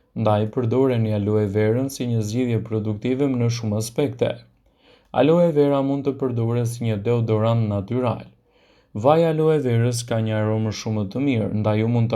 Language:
Albanian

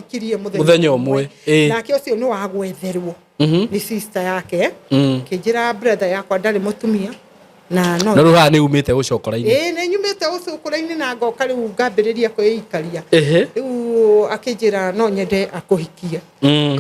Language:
Kikuyu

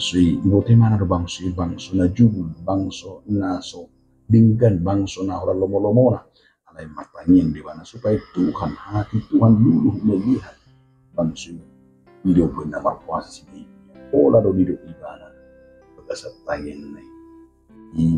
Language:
Batak Toba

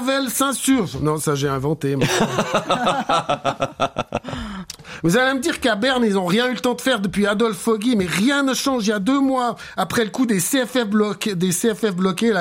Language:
French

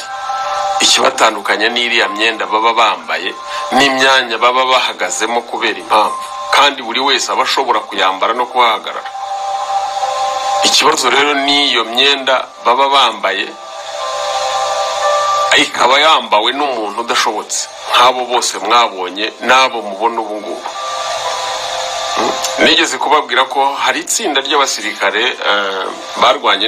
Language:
Kinyarwanda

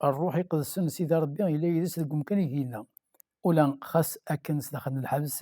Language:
Kabyle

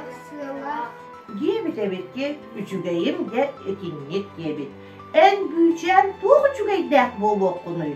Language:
Yakut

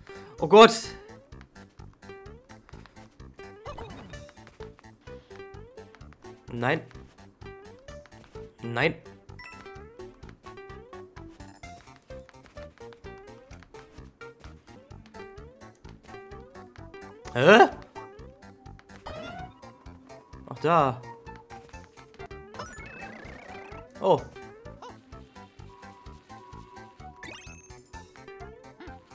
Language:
German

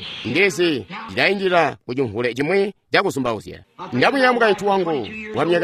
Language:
Tonga (Zambia)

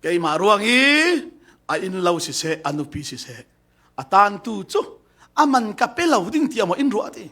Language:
Falam Chin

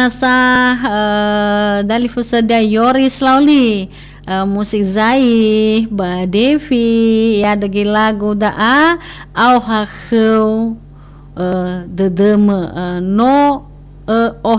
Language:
Nias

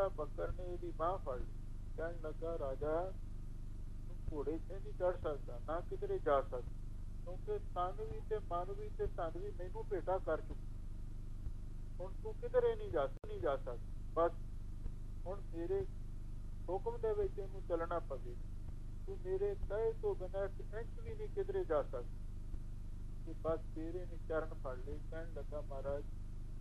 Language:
Punjabi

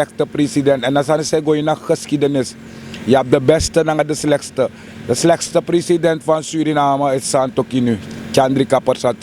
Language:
Sranan Tongo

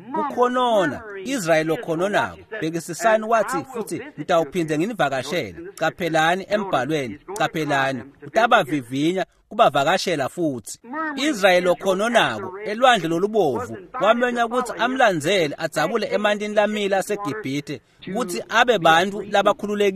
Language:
Swati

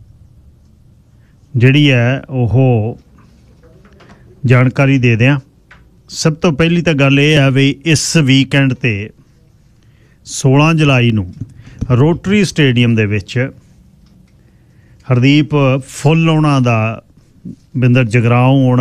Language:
Punjabi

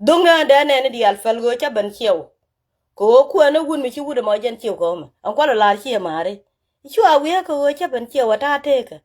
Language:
Nuer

